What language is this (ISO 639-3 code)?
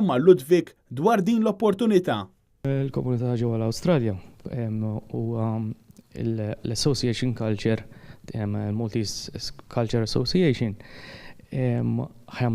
mlt